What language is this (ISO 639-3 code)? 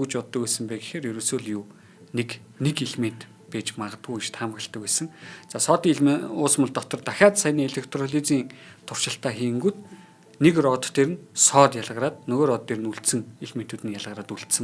mon